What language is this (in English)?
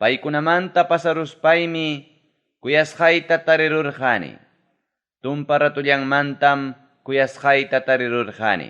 Ayacucho Quechua